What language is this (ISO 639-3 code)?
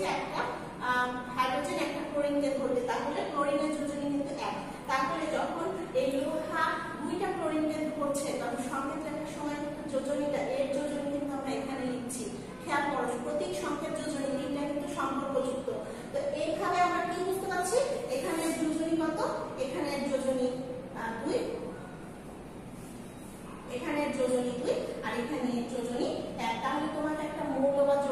ben